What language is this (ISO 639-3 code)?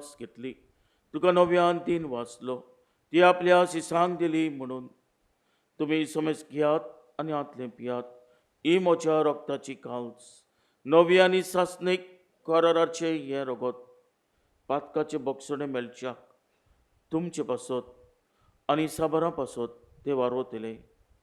kok